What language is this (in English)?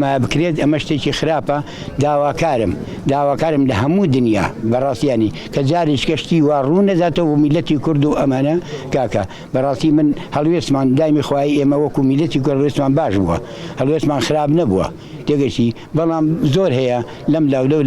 Central Kurdish